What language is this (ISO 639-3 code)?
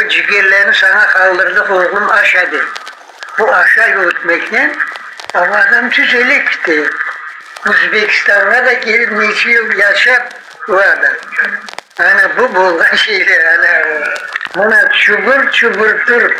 crh